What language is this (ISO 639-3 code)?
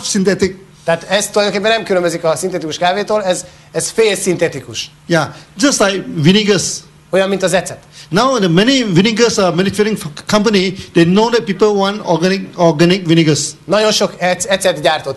hun